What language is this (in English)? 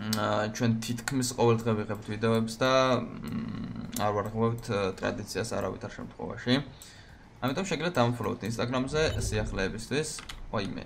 Georgian